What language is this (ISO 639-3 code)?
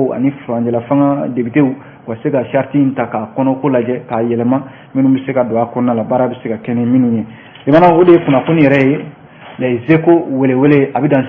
bam